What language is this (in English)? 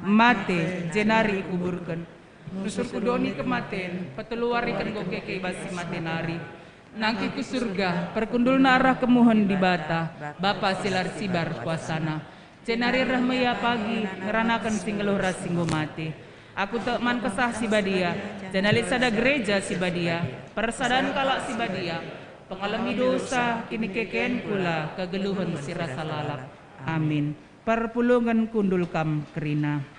Batak Karo